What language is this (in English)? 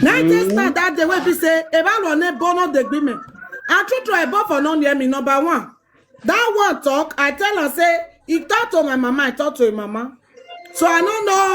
Nigerian Pidgin